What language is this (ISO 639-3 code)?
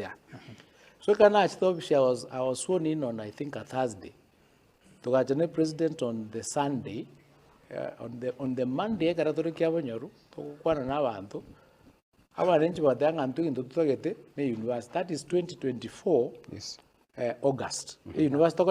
guz